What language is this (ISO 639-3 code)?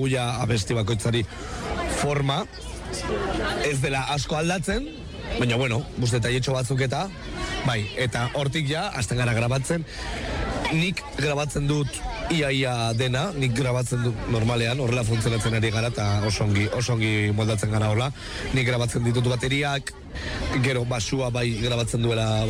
eus